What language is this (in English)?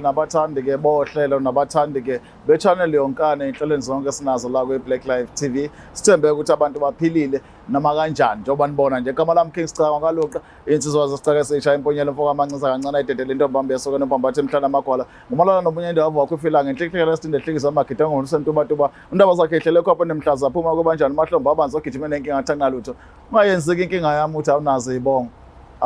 Zulu